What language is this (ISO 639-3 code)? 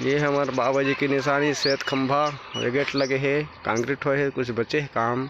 hne